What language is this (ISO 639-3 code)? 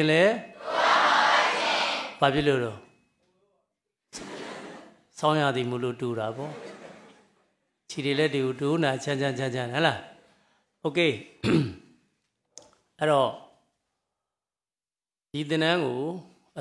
mya